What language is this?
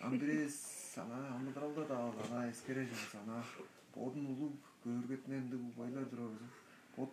Tuvinian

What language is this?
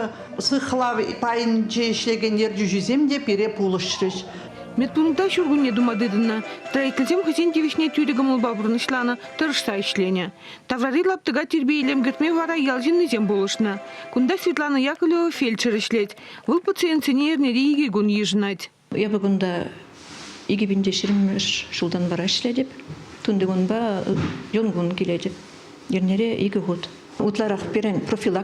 Chuvash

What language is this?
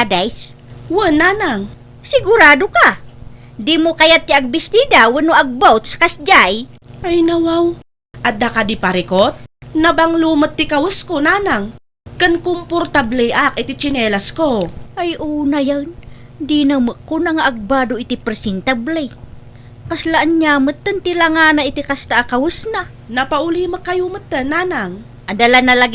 Iloko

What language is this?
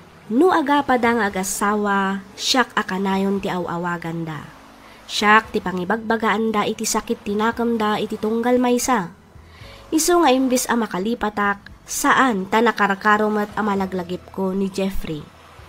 Iloko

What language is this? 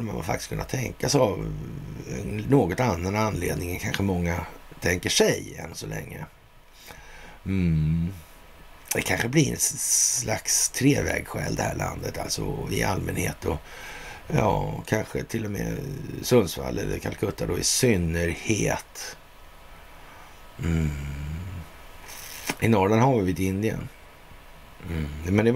Swedish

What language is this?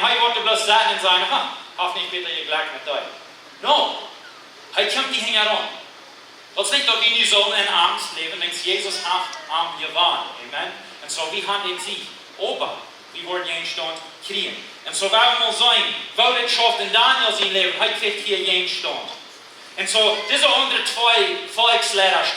Plautdietsch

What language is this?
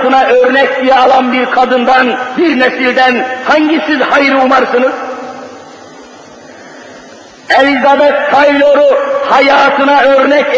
Turkish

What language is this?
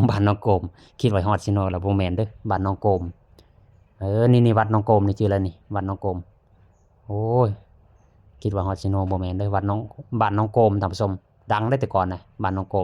Lao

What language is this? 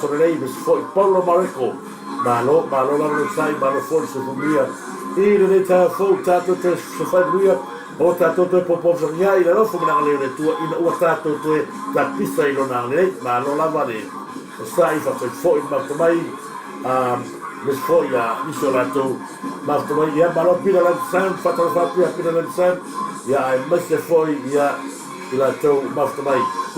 Samoan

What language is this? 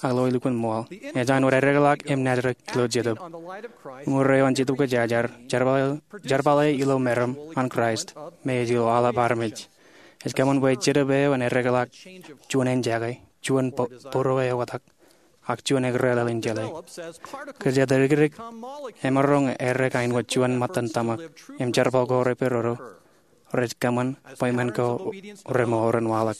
Marshallese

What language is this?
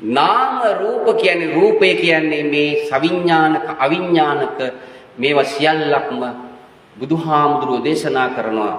Sinhala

